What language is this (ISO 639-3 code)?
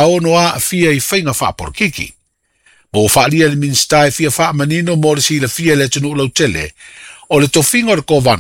smo